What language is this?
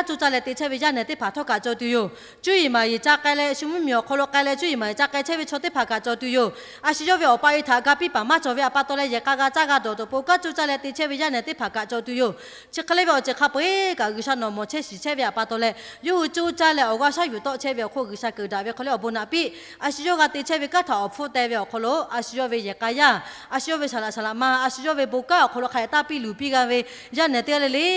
Lahu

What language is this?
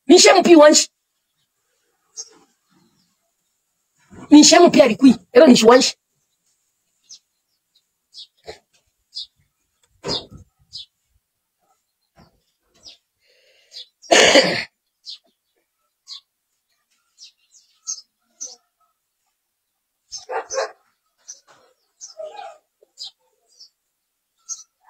Bemba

